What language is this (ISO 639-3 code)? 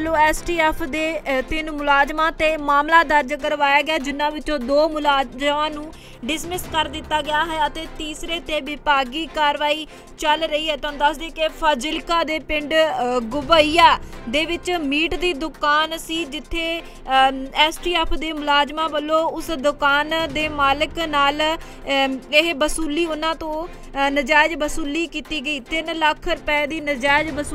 pan